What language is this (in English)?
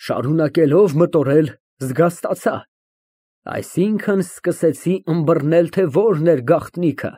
Armenian